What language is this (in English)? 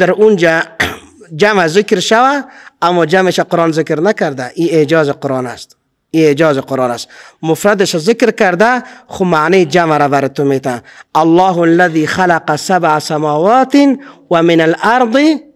Persian